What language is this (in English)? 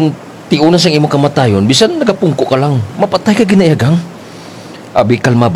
Hiligaynon